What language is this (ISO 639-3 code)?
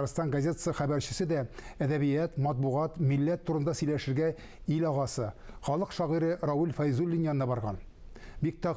tat